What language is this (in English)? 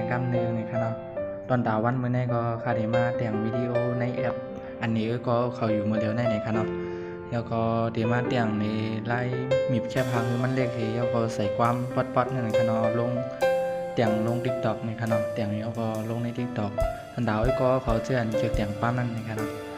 Shan